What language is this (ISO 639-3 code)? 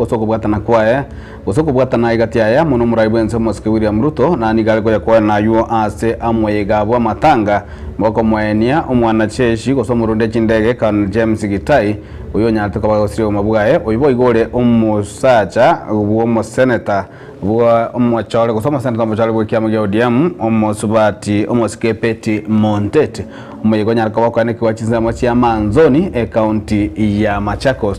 guz